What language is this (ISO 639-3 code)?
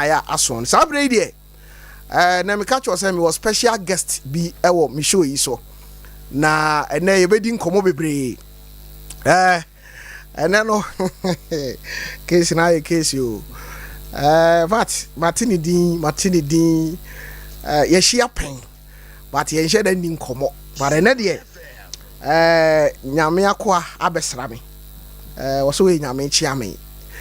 aka